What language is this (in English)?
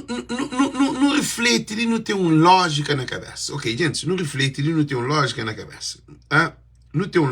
Kabuverdianu